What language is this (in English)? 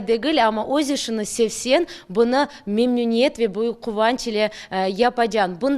Crimean Tatar